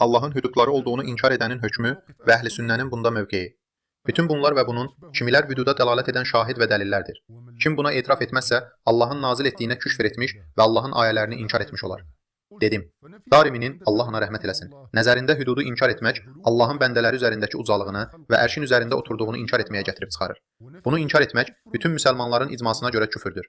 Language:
Azerbaijani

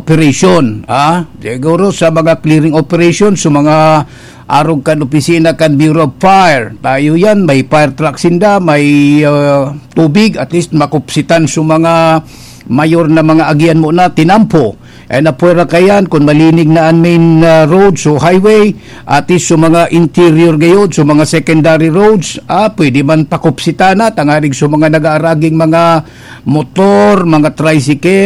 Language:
Bikol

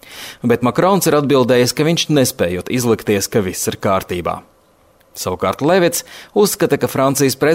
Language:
Latvian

